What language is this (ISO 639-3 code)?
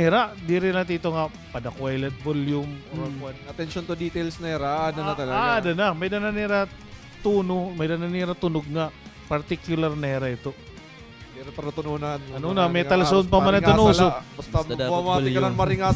war